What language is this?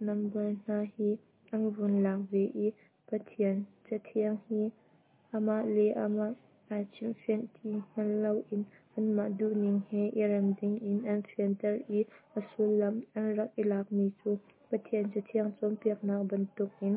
Hakha Chin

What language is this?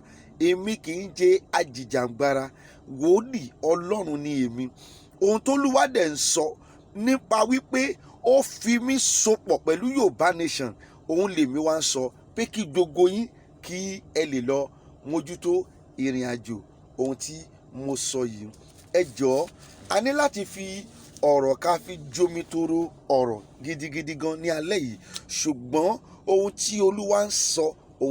Yoruba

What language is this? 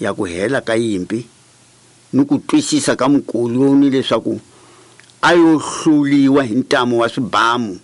Tsonga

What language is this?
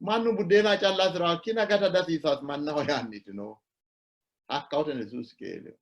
Sidamo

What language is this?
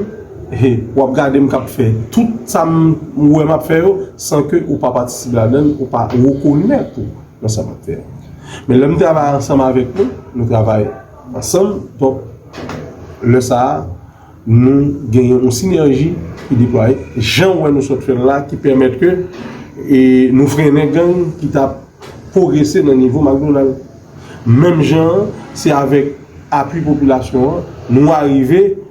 Haitian Creole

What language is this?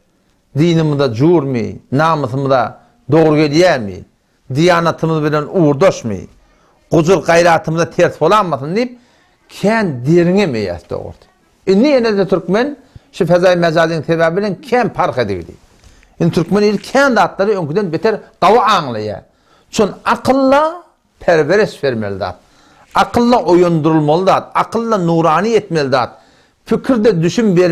Turkmen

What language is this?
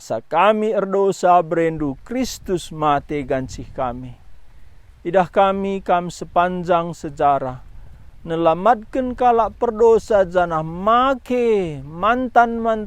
Batak Karo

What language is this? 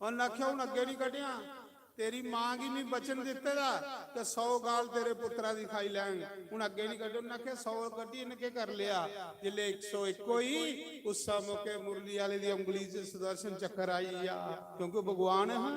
Dogri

